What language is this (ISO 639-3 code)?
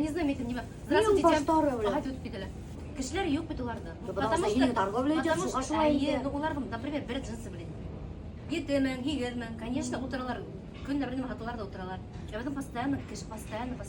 bak